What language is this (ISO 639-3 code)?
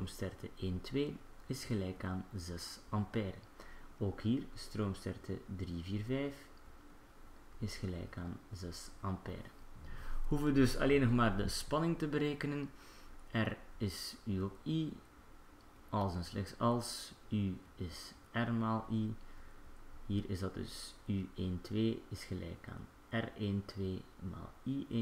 nld